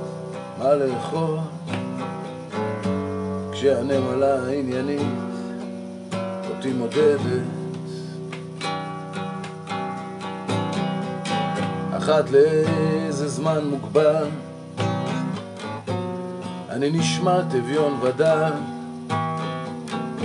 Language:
Hebrew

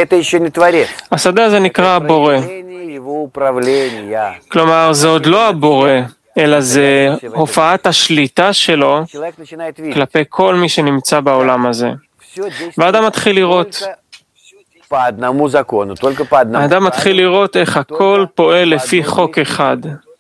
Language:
Hebrew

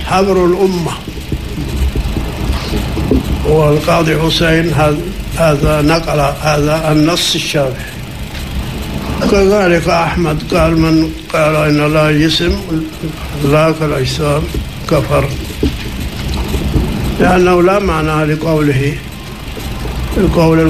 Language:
Arabic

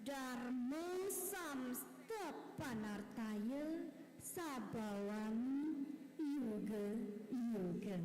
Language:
Balinese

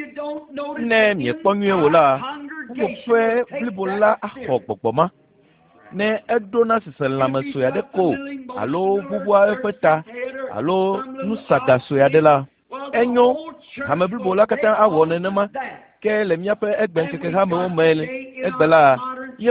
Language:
Ewe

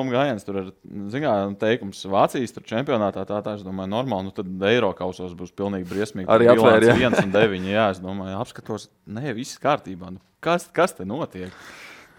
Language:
Latvian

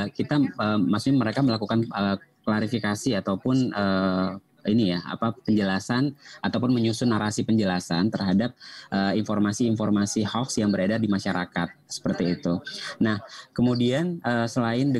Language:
Indonesian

